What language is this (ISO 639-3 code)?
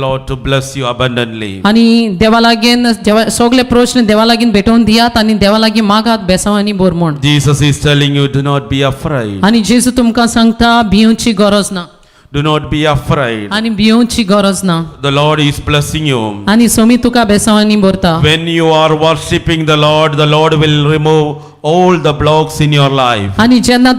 kok